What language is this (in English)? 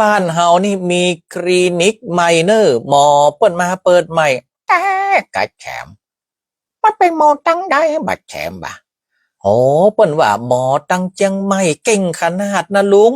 Northern Thai